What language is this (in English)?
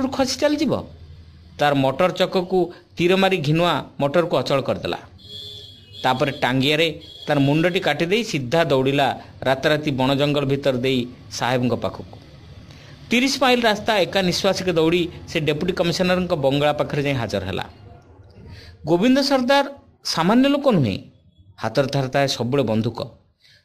Odia